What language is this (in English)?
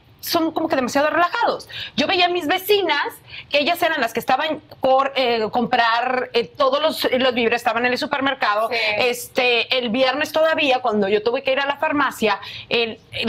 Spanish